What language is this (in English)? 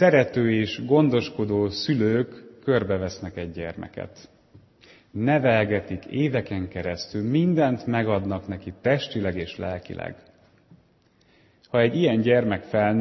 Hungarian